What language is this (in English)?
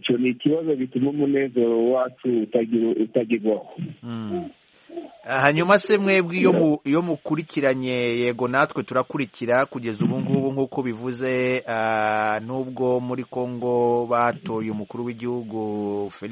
Kinyarwanda